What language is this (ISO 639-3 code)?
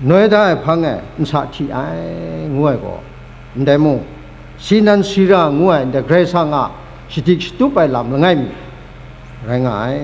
kac